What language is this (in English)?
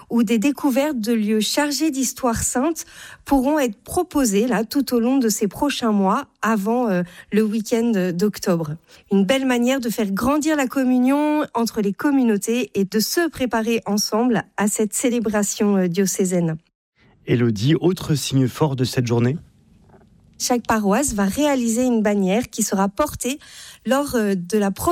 French